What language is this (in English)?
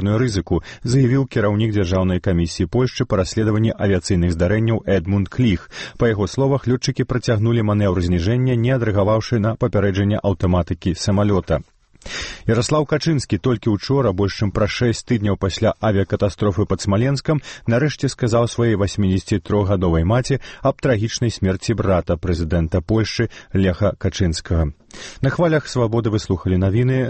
Belarusian